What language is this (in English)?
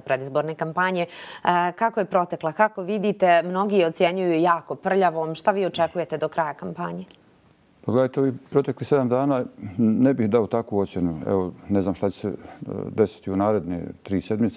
Bosnian